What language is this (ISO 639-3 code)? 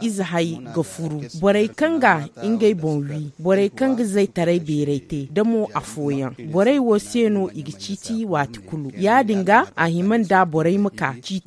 dje